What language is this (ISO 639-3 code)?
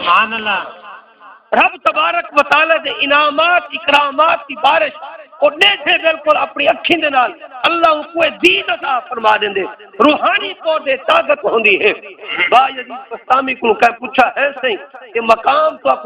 skr